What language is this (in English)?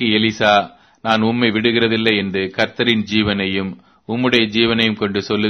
Tamil